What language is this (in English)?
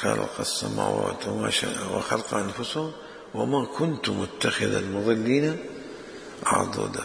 Mesopotamian Arabic